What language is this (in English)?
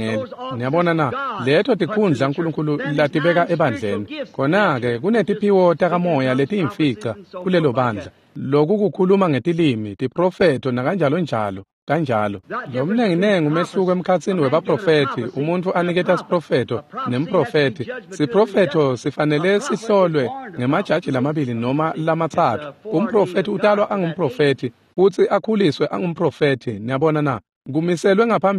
Swati